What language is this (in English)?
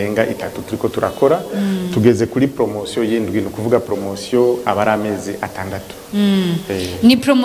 Rundi